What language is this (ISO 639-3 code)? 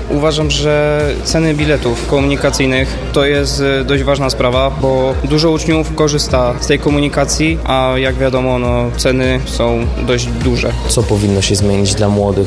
pol